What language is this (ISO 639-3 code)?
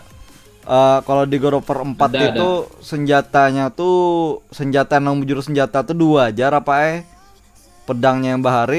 bjn